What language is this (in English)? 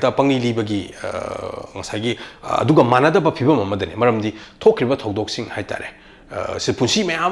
Manipuri